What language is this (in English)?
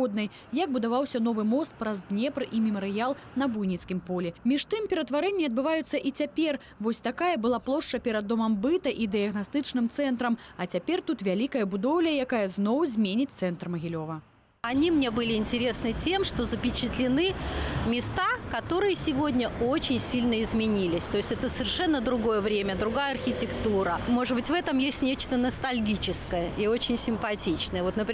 Belarusian